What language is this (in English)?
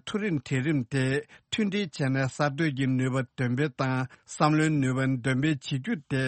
Tibetan